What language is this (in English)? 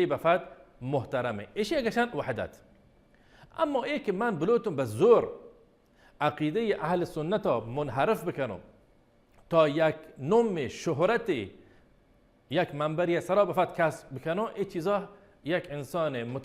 Baluchi